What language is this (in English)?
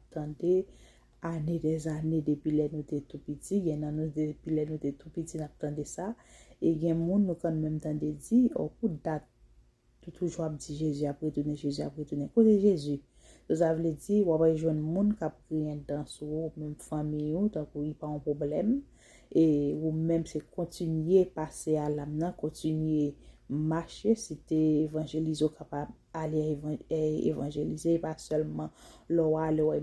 Haitian Creole